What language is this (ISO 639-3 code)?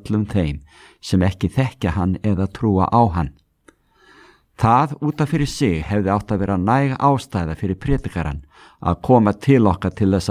isl